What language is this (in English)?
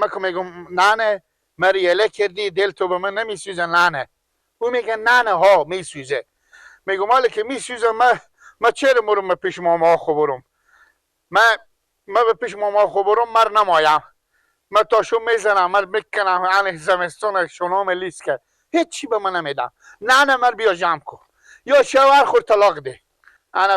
Persian